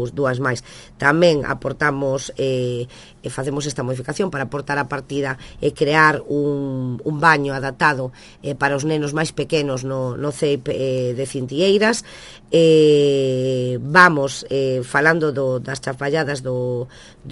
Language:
Galician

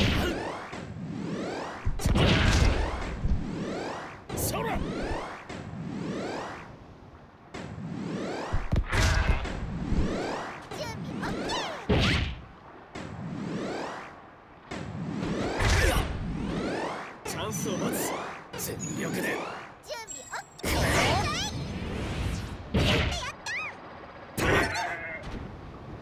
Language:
Japanese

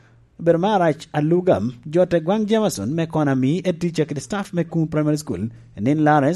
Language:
Lango (Uganda)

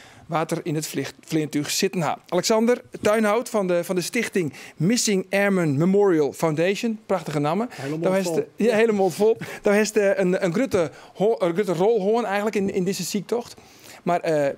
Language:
Western Frisian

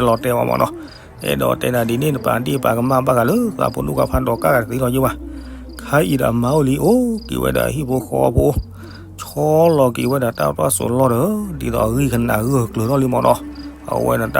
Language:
S'gaw Karen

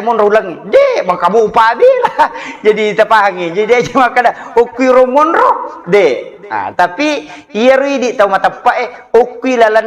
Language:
Buginese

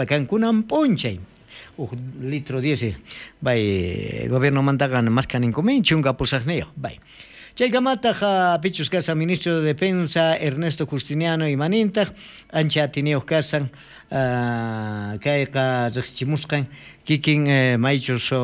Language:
South Bolivian Quechua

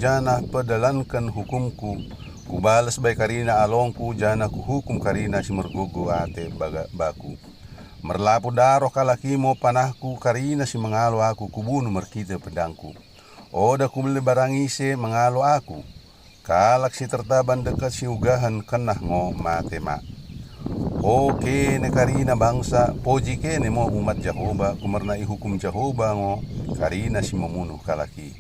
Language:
Batak Dairi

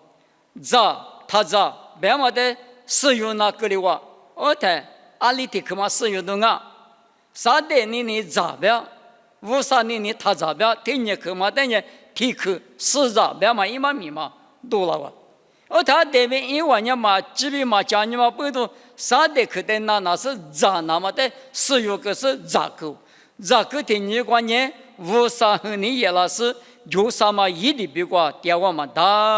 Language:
Lisu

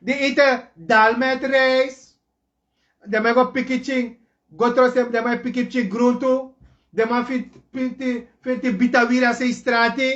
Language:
Sranan Tongo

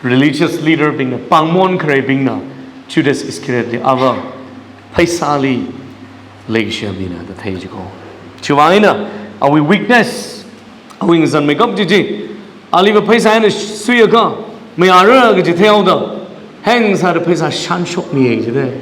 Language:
Tangkhul Naga (India)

